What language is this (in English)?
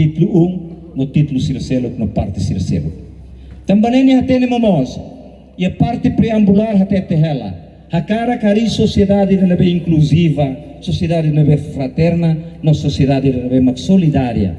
Tetum